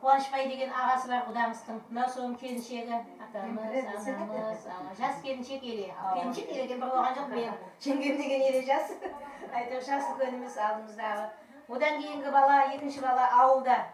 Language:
Kara-Kalpak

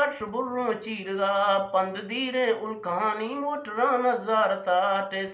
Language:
Eastern Balochi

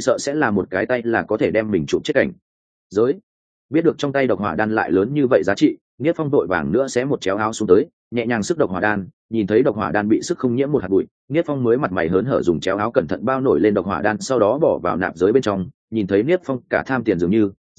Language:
Vietnamese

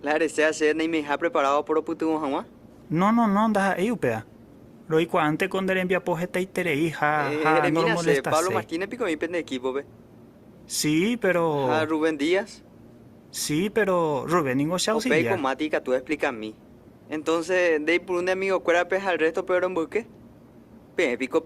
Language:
Guarani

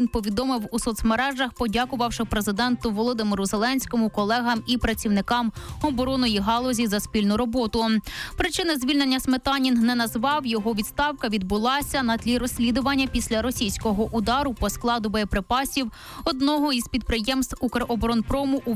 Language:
Ukrainian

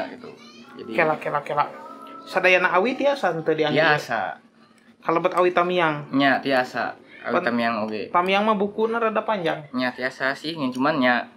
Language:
Sundanese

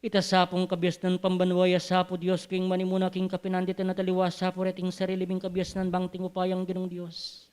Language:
Pampanga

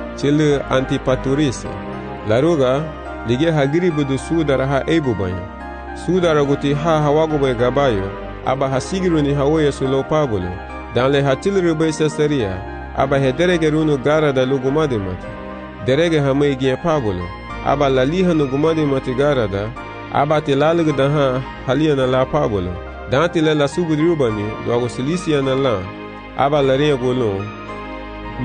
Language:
Garifuna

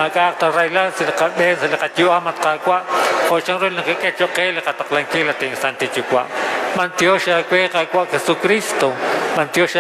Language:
Kekchí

